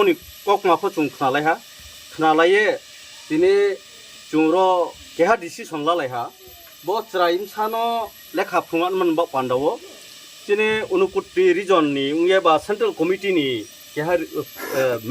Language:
Riang (India)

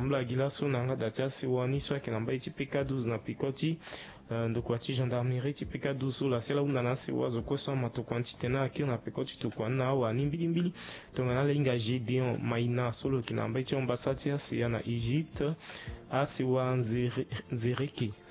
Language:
Sango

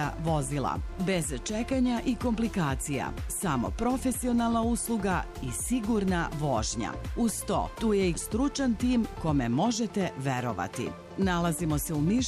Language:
Serbian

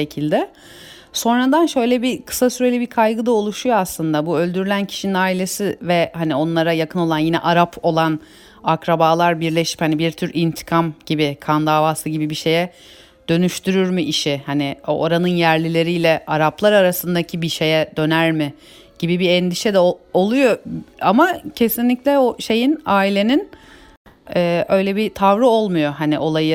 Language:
Turkish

